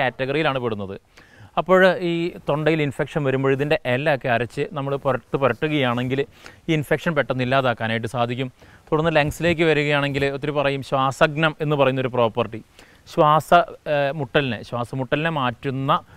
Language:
Malayalam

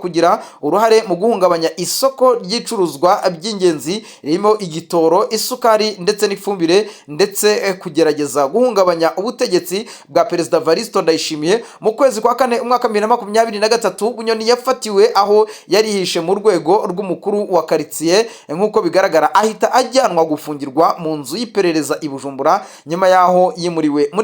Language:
Kinyarwanda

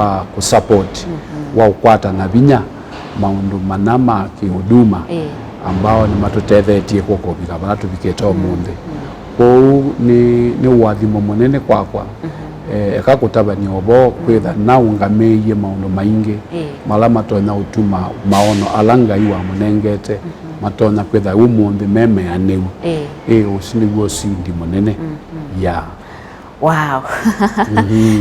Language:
Kamba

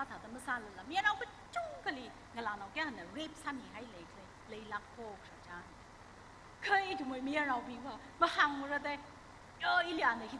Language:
Tangkhul Naga (India)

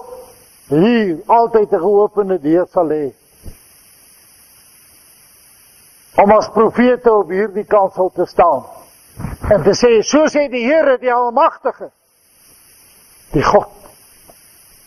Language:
Afrikaans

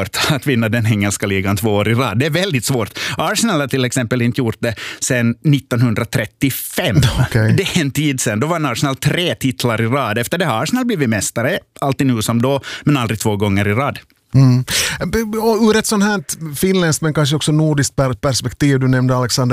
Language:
Swedish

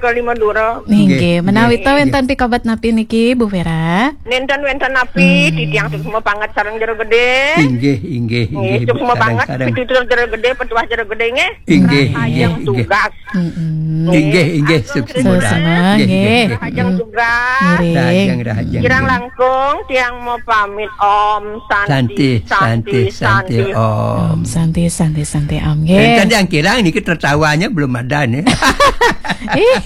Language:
Balinese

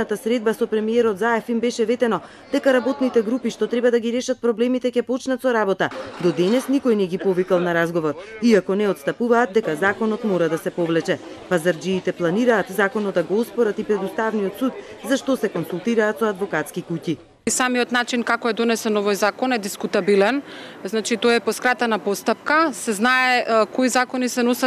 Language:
Macedonian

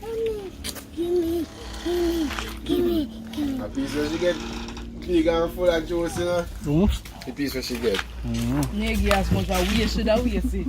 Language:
Jamaican Creole English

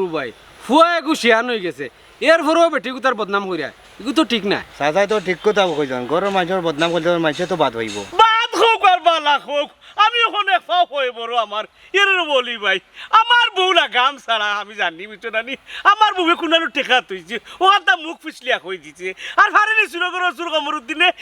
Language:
Sylheti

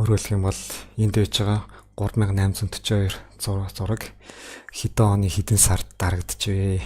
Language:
Mongolian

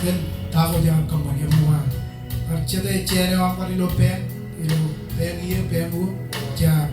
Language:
Marshallese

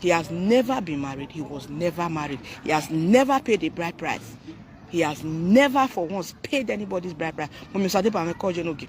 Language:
Nigerian Pidgin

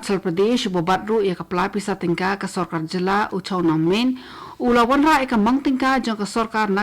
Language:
Khasi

